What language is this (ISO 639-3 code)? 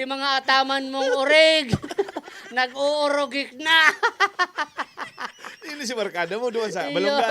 bik